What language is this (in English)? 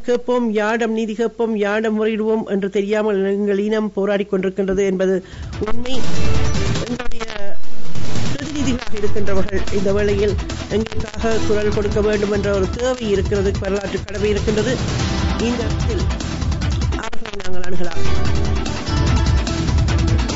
Tamil